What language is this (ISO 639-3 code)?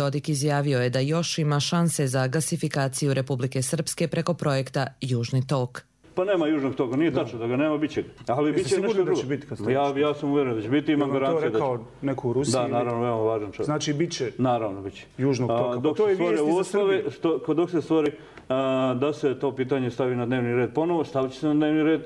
srp